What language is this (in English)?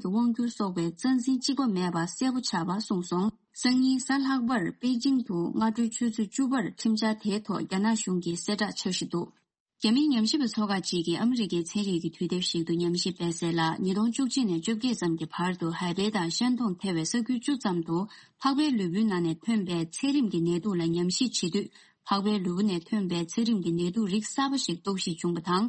Tibetan